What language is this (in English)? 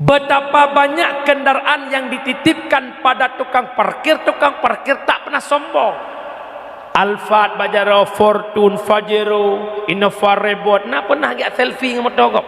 Achinese